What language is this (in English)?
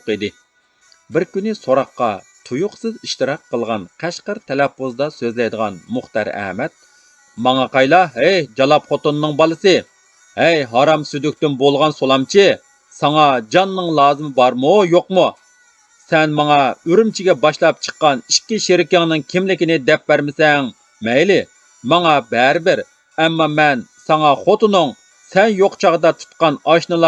Uyghur